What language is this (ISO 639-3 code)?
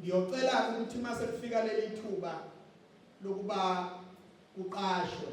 zul